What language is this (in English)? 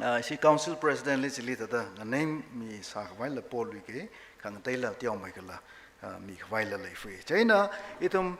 Tangkhul Naga (India)